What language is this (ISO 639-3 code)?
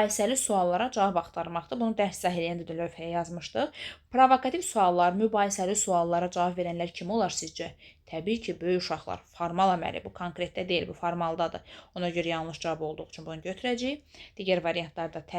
aze